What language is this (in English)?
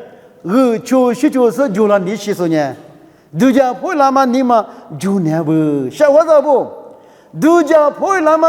Lisu